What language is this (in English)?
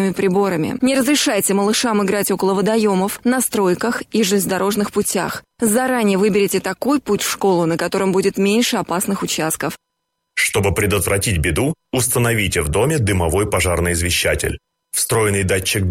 Russian